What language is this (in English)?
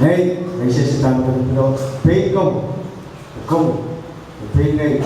Pohnpeian